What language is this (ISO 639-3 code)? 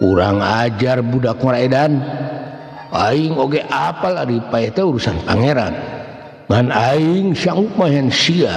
sun